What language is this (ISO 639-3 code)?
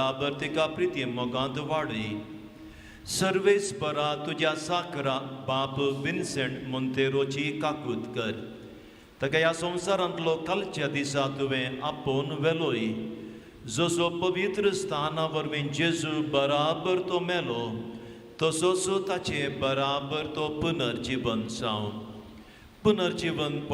kok